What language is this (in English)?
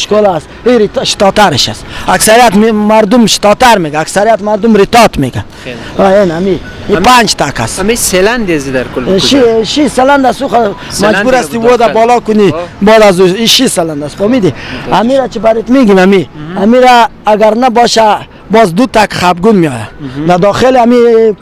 Persian